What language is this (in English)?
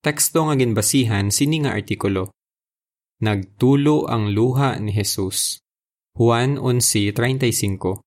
Hiligaynon